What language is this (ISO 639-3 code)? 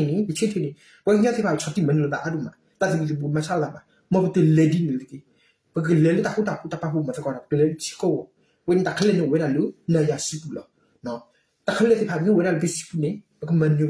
ksw